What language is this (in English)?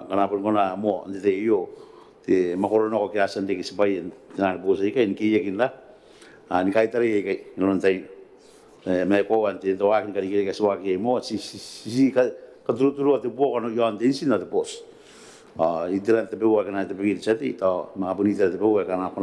Gilbertese